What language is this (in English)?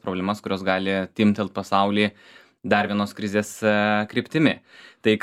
Lithuanian